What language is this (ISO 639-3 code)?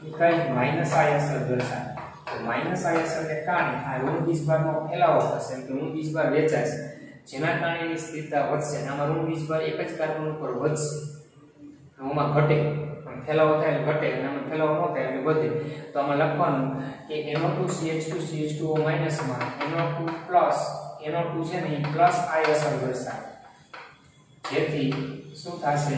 guj